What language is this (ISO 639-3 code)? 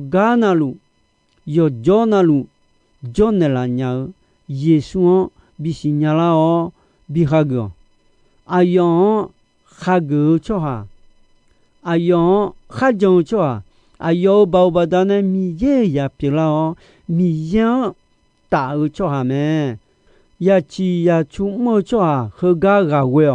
ahk